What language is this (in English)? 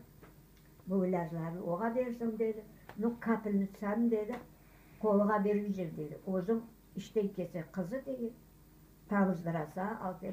Crimean Tatar